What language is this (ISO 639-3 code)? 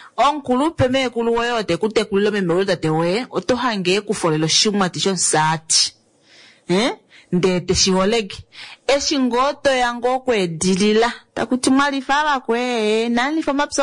kua